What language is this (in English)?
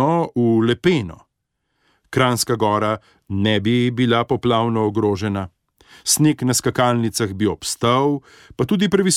Slovenian